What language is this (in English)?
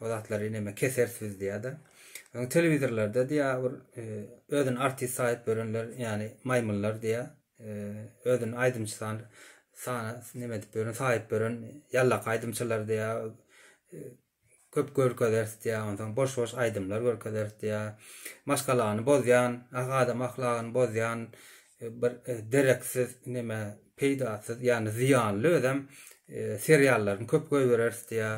Turkmen